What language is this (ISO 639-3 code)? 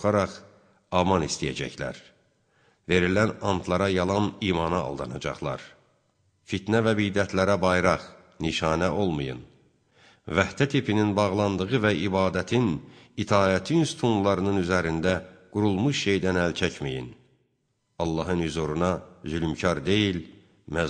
aze